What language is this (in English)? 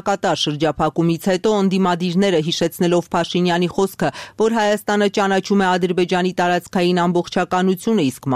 Armenian